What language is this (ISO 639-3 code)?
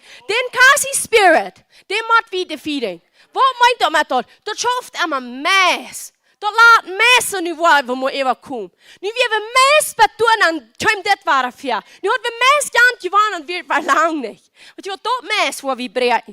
pdt